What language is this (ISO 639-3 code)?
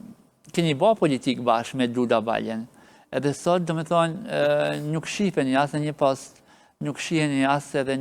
sqi